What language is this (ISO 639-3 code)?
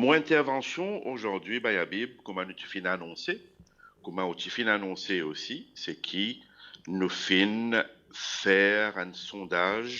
mfe